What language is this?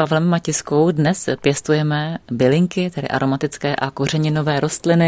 Czech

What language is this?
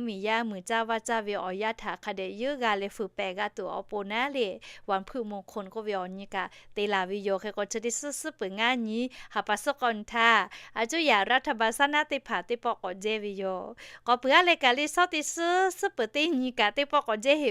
Lahu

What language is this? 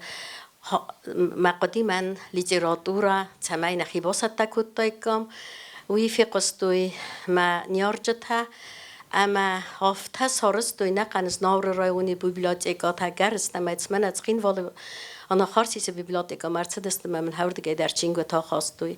Ossetic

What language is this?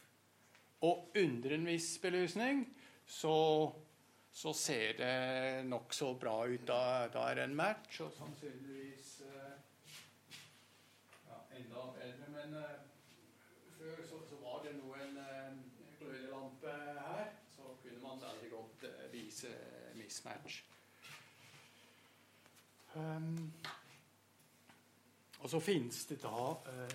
Norwegian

